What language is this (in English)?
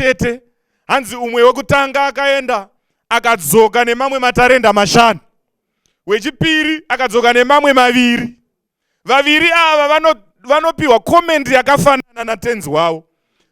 Shona